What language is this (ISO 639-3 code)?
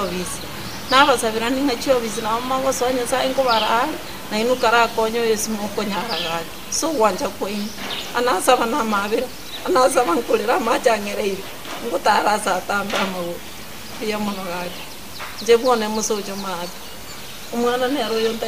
guz